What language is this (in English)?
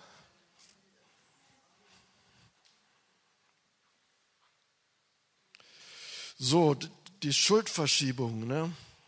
German